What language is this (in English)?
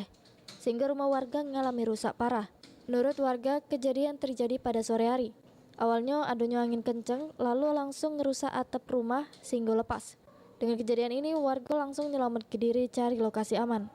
Musi